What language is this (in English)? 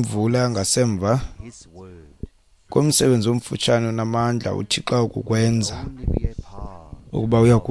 Xhosa